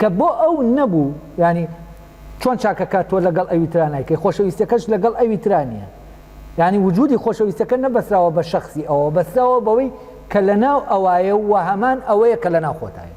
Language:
Central Kurdish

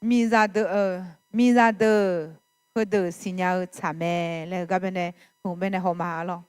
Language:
Akha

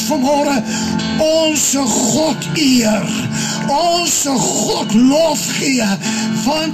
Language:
Afrikaans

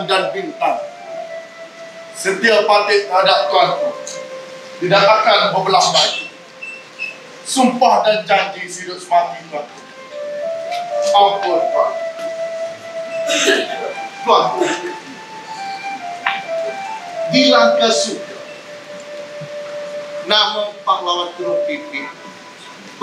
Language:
Malay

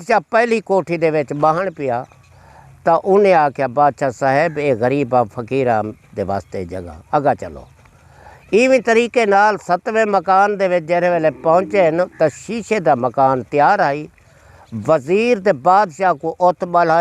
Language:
Saraiki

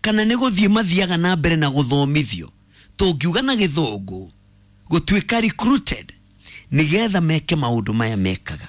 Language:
Kikuyu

